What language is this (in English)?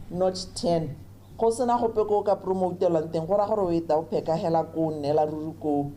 Tswana